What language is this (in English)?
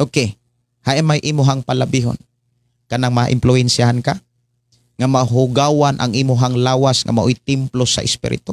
Cebuano